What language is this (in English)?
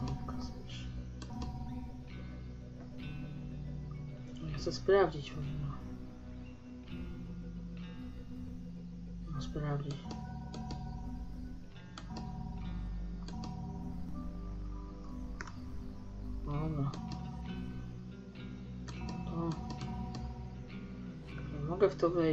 Polish